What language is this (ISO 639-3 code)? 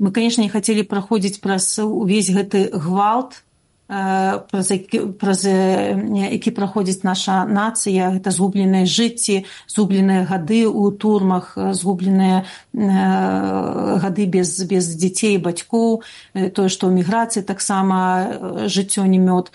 bel